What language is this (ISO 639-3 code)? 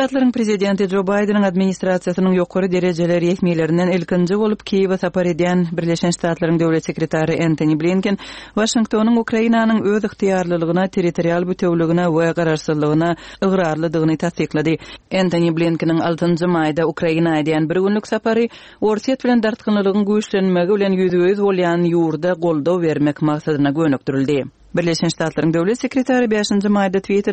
tuk